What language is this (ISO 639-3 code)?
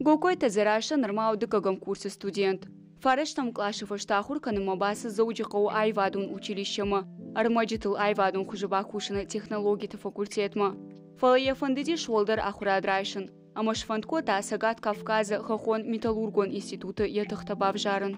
oss